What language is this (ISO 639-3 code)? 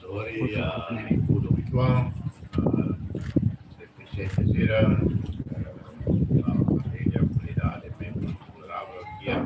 tet